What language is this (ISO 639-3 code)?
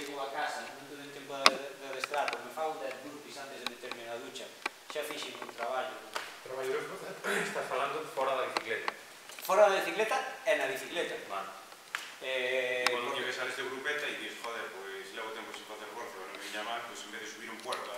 glg